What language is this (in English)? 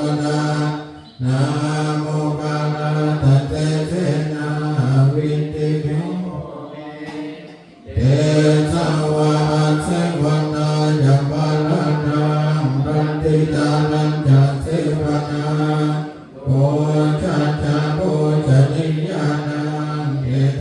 Pali